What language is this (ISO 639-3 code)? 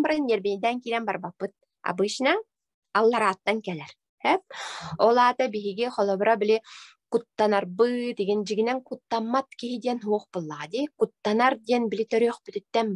sah